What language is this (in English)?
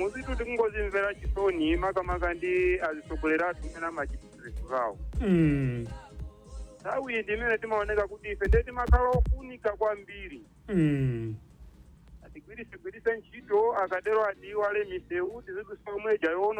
Nyanja